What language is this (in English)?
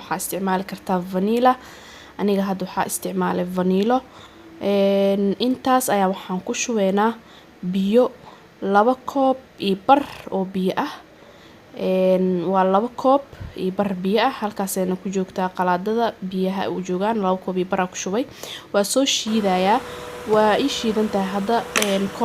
Somali